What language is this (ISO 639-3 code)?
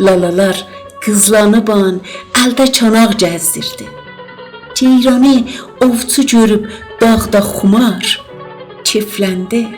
azb